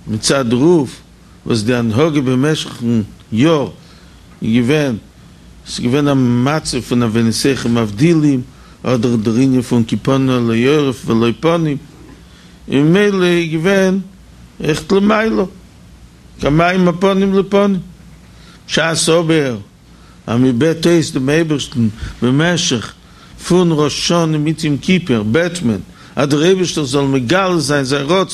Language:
Yiddish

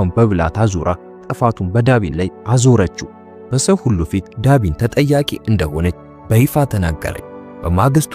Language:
Amharic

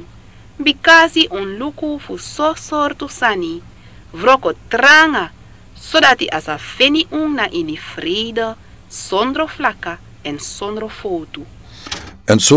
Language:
Sranan Tongo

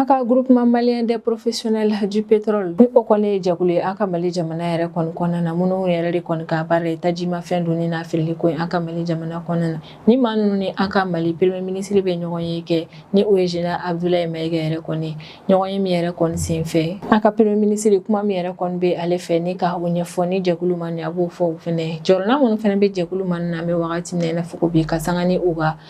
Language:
Bambara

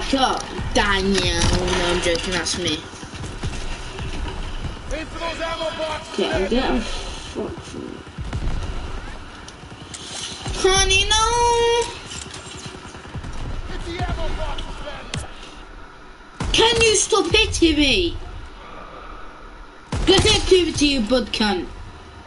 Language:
English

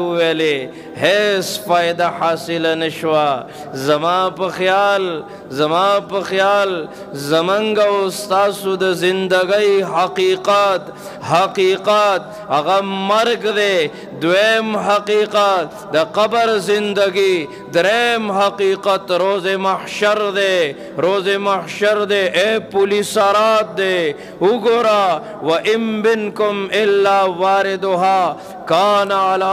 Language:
Pashto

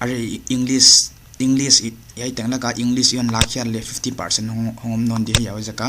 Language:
Paite Chin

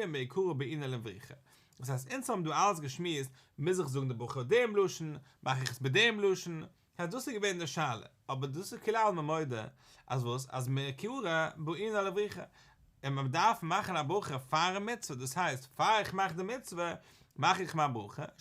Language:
Yiddish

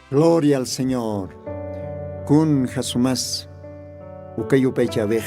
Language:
Aymara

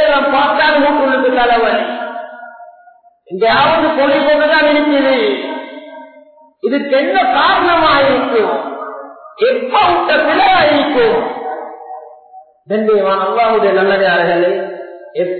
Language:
Tamil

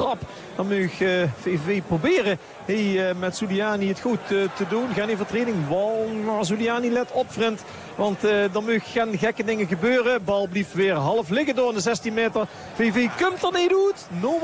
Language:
Dutch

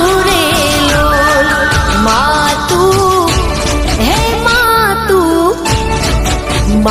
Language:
Gujarati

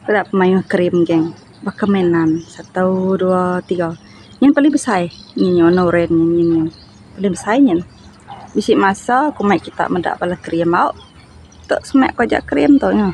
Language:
Iban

